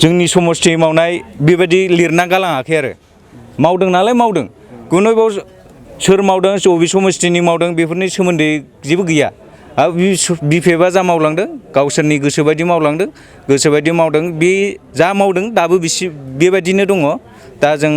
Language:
Bodo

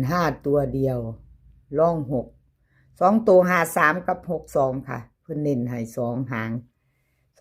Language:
Northeastern Thai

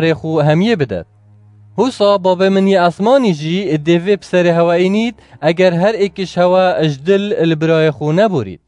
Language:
Kurdish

